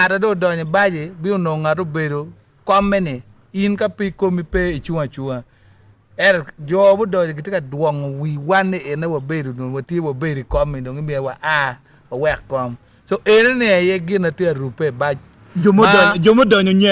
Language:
Acoli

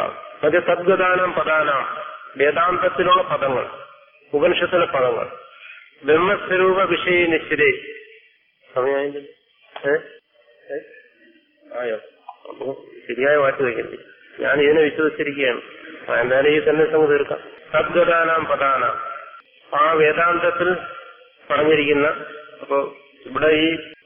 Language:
Malayalam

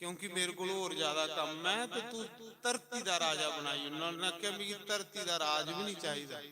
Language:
Dogri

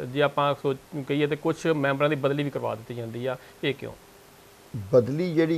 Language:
Punjabi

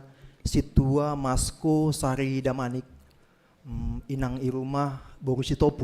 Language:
Batak Simalungun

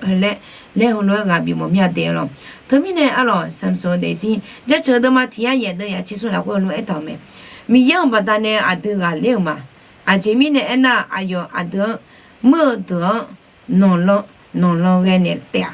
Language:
Akha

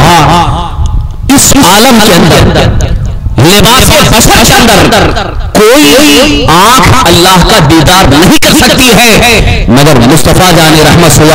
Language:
Urdu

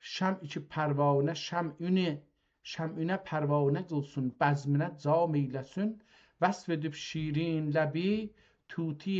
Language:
South Azerbaijani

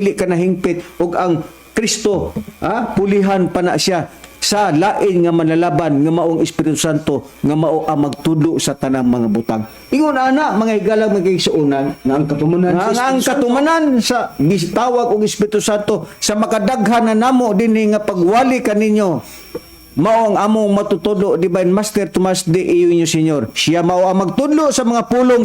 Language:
Cebuano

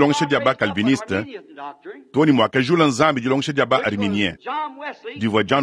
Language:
Luba-Lulua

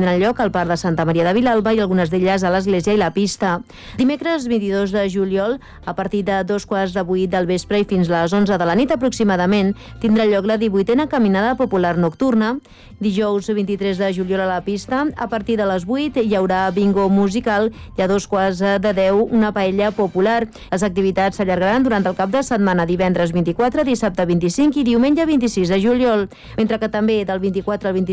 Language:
Catalan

